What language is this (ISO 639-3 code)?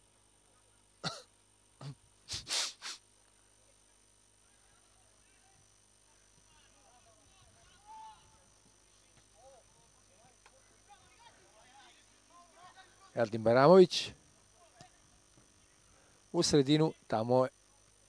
srp